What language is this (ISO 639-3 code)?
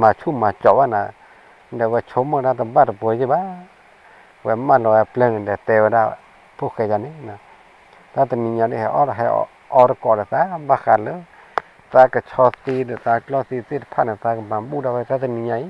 ksw